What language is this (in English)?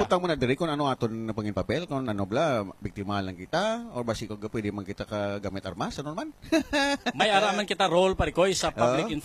Hiligaynon